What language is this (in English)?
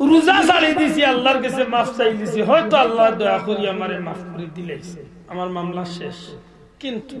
Sylheti